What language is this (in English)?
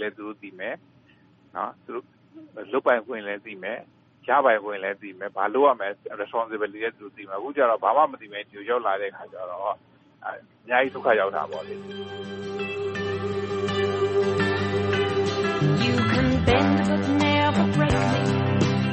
Burmese